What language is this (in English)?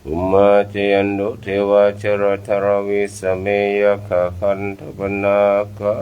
Pali